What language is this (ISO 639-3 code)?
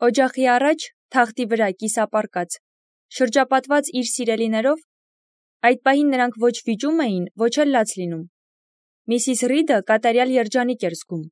hye